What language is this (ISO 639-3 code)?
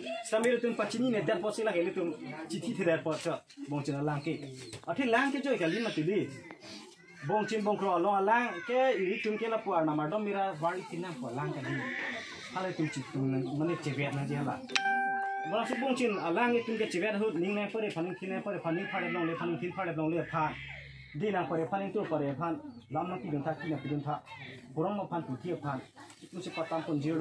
mjw